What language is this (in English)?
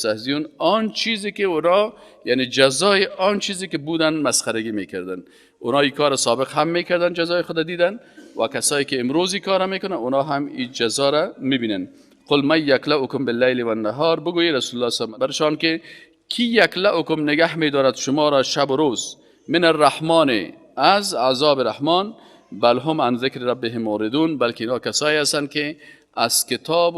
Persian